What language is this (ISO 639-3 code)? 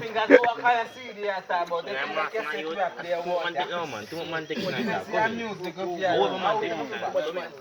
jam